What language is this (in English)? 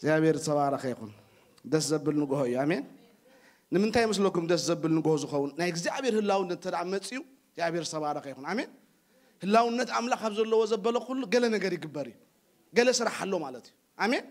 Tigrinya